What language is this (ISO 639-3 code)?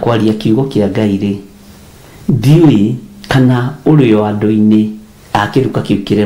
kik